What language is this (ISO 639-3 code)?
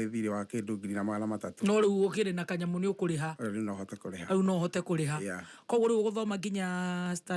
kik